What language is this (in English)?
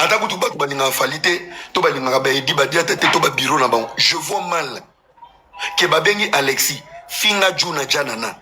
Lingala